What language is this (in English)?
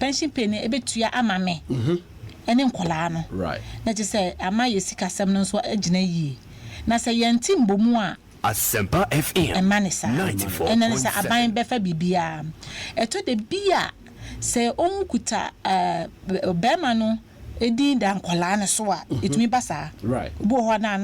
Akan